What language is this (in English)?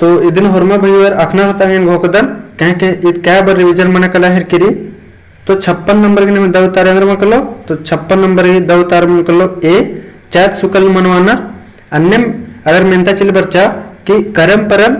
Kurukh